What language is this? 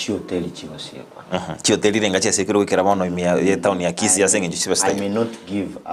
Gusii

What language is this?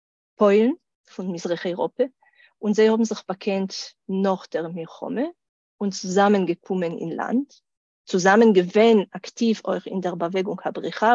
Yiddish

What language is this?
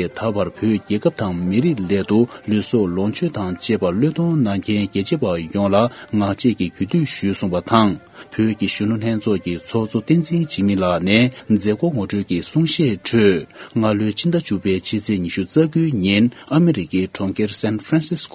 Tibetan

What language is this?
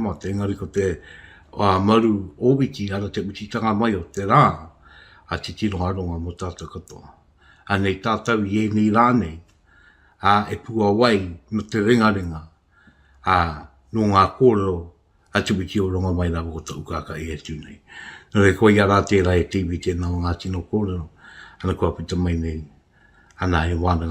Māori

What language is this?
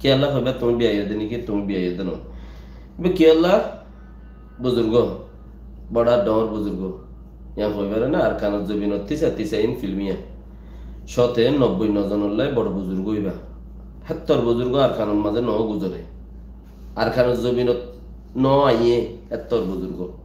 Rohingya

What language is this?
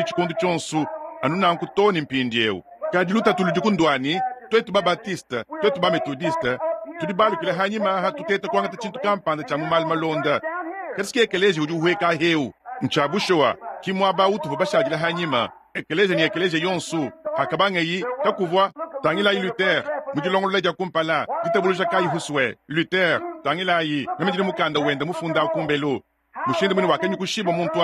Luba-Lulua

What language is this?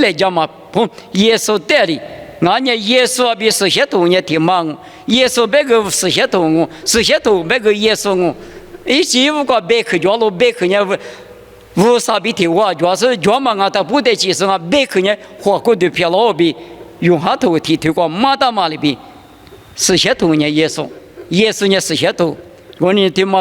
Lisu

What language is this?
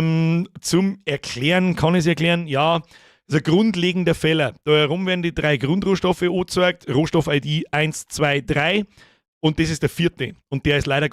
Bavarian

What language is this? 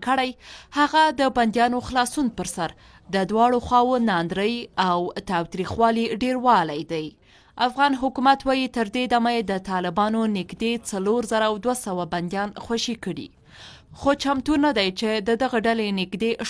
Pashto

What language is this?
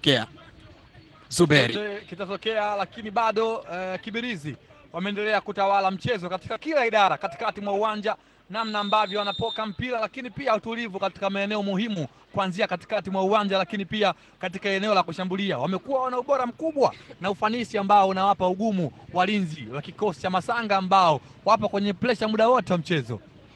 Swahili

